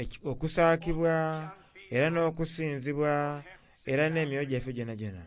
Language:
Soga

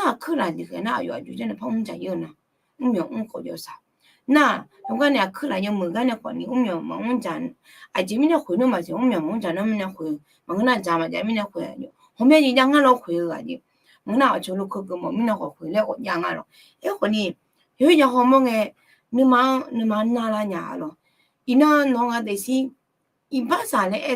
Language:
Akha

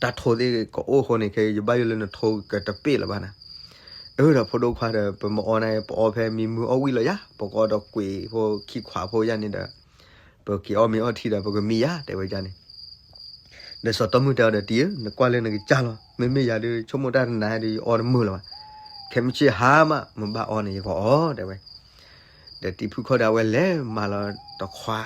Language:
S'gaw Karen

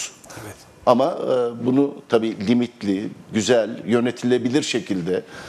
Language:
Turkish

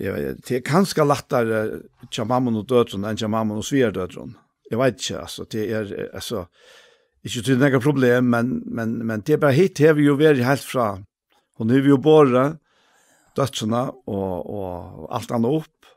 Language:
Faroese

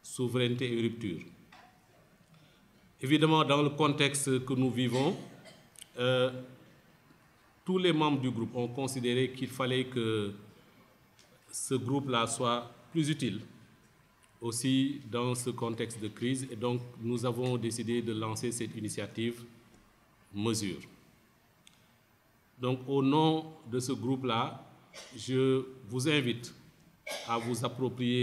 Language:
French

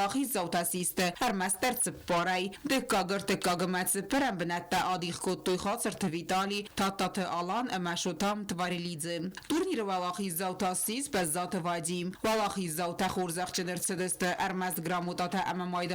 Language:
Ossetic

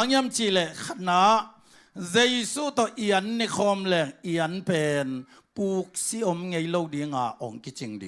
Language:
Tedim Chin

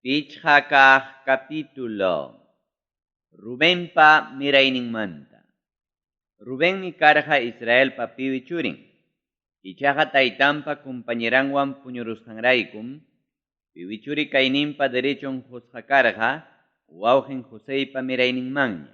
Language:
Ayacucho Quechua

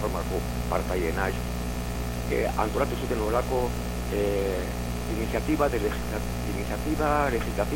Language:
Basque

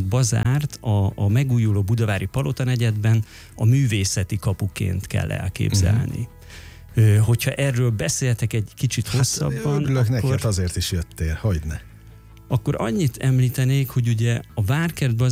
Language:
Hungarian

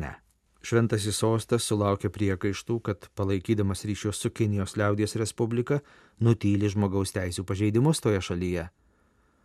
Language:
Lithuanian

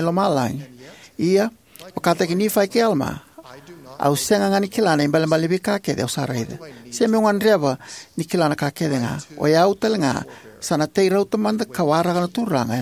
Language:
Fijian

